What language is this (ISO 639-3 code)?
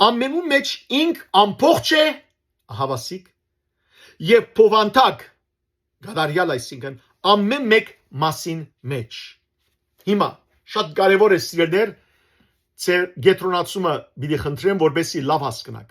hyw